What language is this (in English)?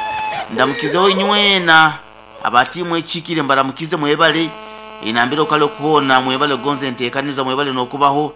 Nyankole